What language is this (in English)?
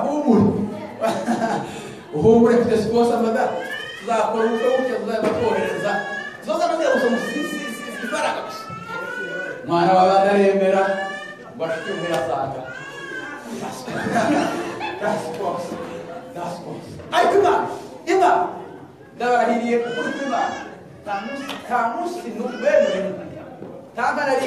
Kinyarwanda